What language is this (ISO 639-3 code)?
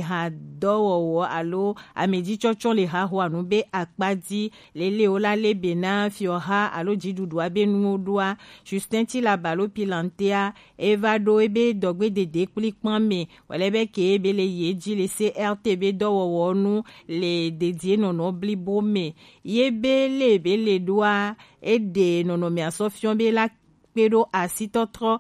gej